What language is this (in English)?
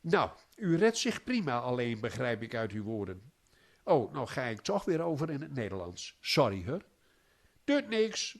Gronings